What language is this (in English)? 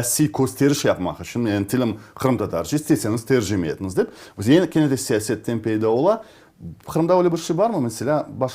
Crimean Tatar